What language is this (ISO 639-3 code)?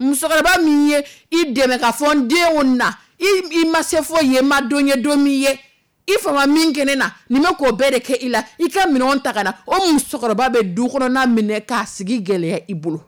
dyu